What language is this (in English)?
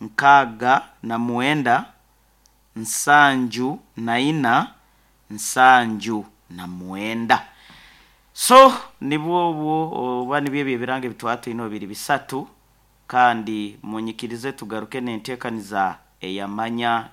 Nyankole